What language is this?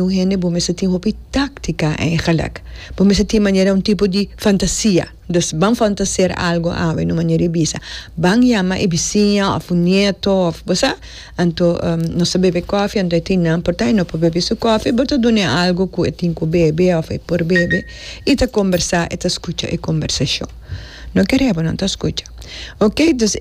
Papiamento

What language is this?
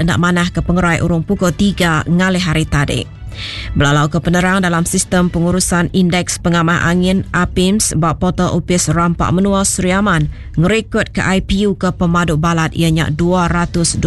Iban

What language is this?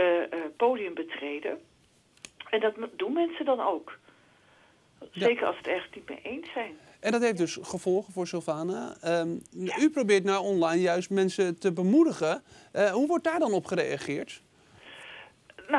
Dutch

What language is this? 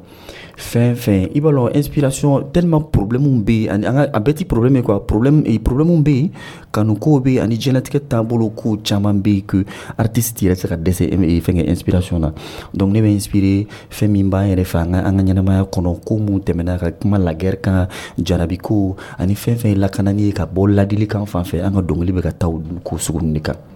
Dyula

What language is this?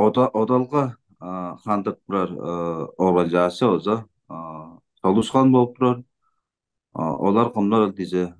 Tuvinian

